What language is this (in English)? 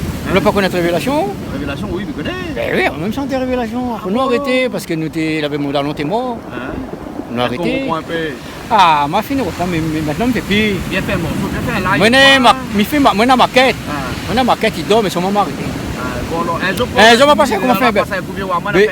Réunion Creole French